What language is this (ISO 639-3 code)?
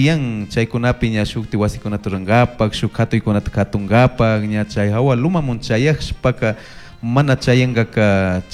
qug